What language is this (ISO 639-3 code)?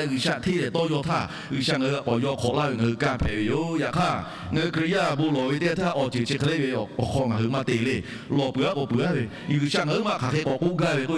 lhu